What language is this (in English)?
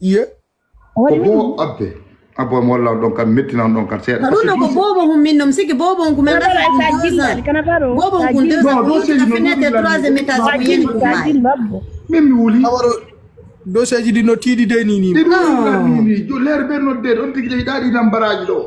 Fula